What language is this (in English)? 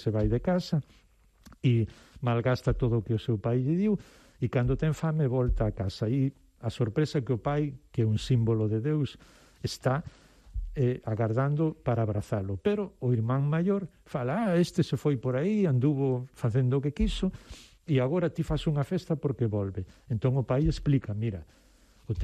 Galician